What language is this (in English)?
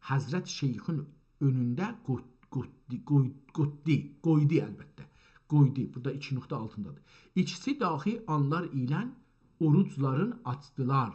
South Azerbaijani